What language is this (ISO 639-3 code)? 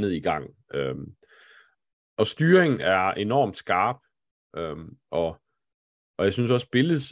dan